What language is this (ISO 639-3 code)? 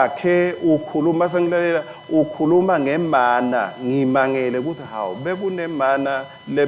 ssw